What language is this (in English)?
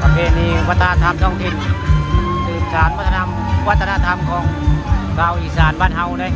Northeastern Thai